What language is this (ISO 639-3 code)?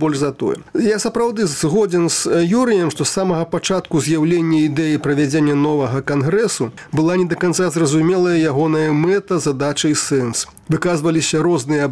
bel